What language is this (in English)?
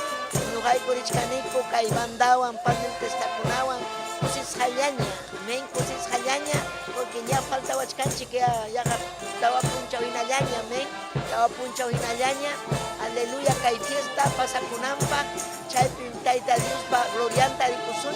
Ayacucho Quechua